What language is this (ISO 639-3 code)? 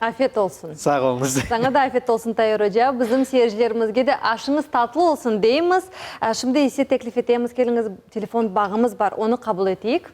crh